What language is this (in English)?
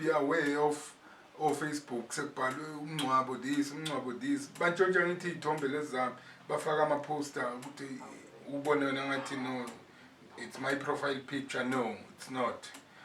Zulu